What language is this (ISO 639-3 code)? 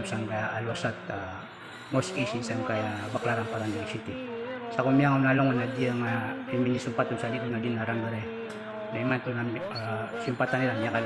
mrw